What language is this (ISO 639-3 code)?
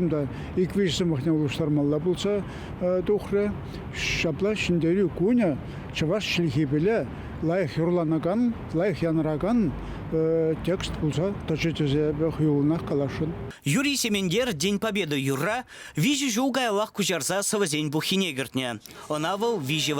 chv